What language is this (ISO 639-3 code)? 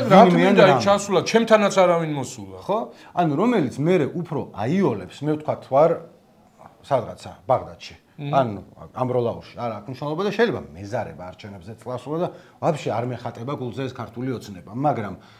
kat